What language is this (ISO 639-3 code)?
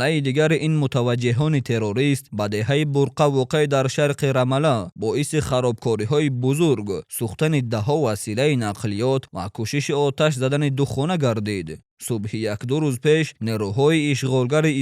tgk